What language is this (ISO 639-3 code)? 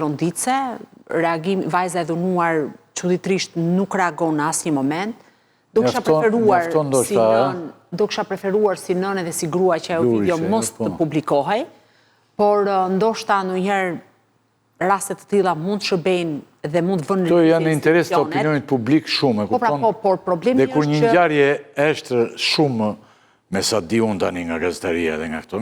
sqi